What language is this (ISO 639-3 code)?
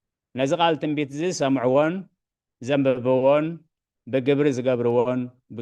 tir